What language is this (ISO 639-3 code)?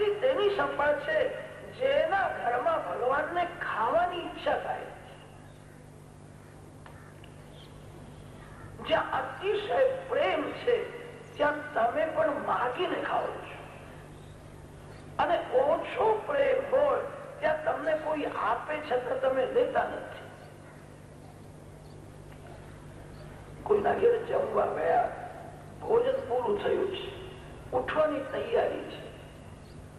guj